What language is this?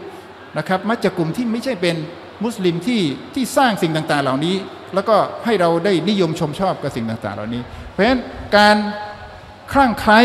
Thai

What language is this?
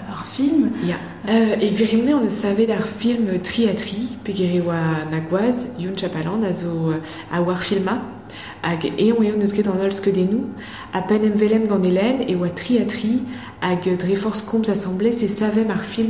Breton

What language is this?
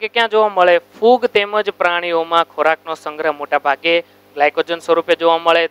Gujarati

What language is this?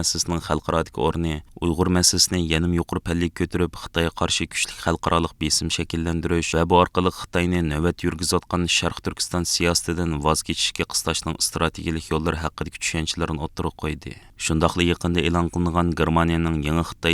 Uyghur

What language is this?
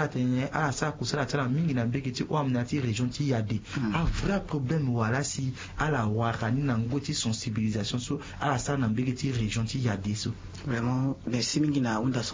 Sango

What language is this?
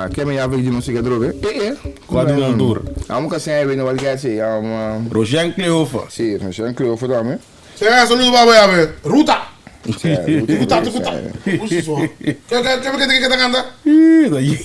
Papiamento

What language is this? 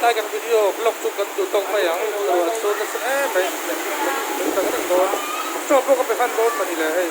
Mizo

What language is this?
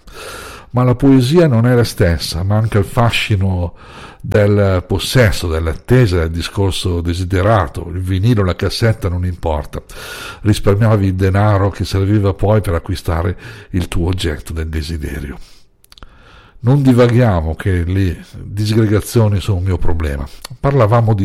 Italian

